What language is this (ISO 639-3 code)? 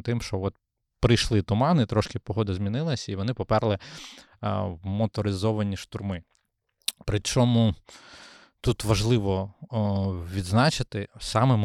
ukr